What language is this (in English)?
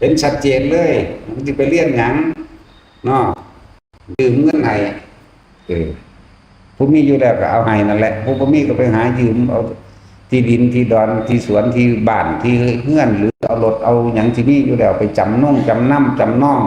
Northeastern Thai